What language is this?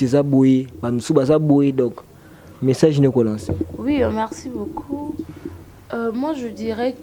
Lingala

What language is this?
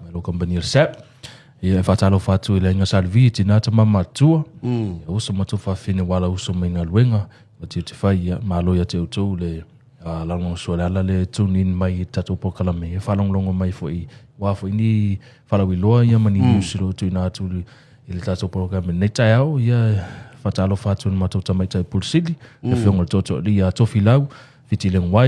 Samoan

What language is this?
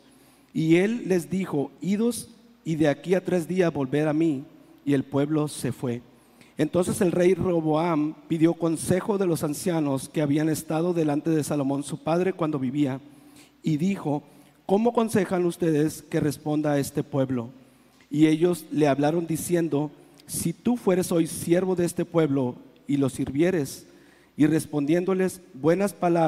Spanish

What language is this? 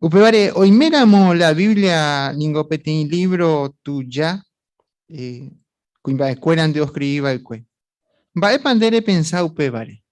Guarani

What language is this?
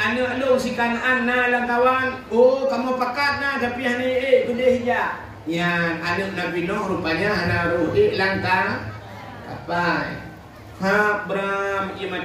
Achinese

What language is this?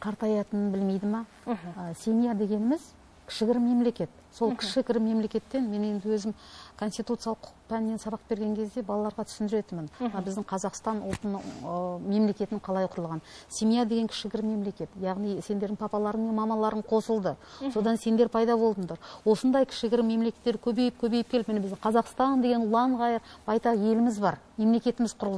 Kazakh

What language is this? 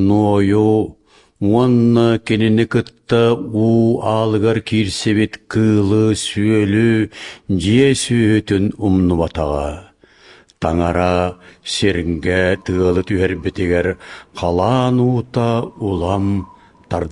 Yakut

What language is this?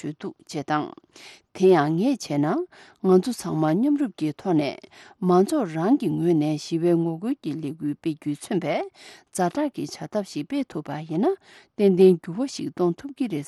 Tibetan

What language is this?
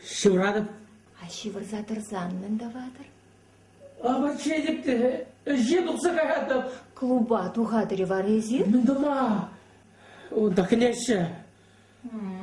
Chuvash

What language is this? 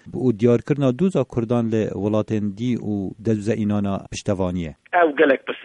Kurdish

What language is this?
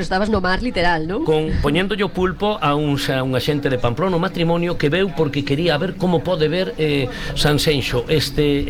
Galician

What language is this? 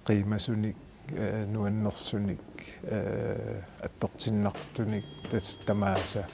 Kalaallisut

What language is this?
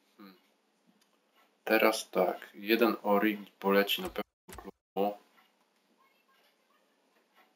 Polish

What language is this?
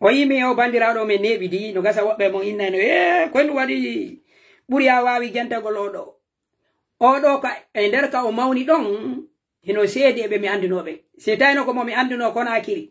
Pular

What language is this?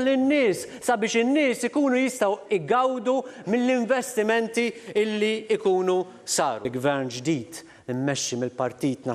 Maltese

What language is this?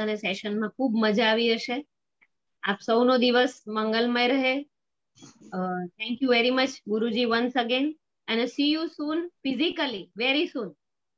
Gujarati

